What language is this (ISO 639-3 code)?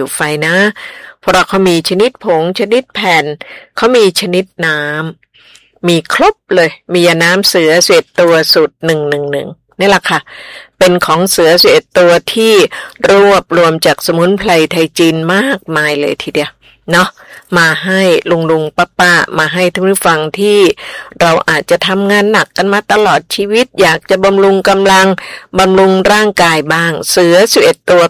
tha